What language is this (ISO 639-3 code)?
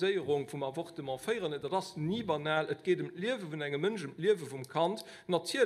ltz